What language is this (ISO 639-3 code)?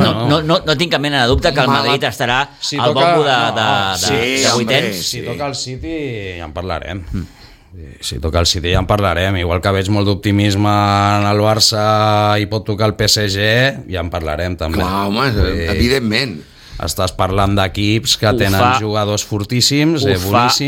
cat